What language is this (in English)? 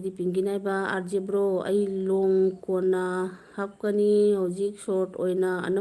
Manipuri